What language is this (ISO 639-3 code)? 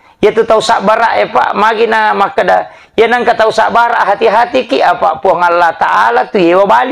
bug